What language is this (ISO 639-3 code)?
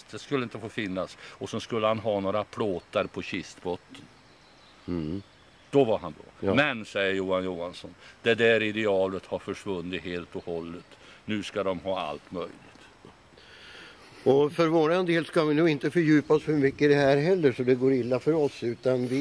swe